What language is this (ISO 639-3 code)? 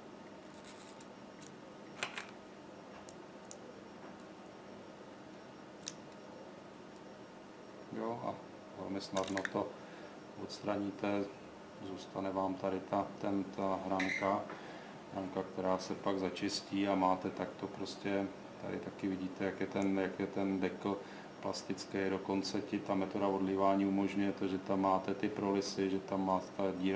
ces